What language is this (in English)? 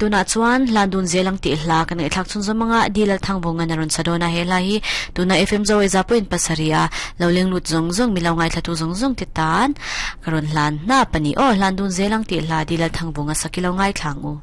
Mizo